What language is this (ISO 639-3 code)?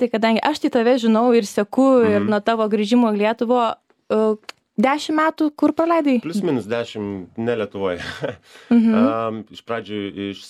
lit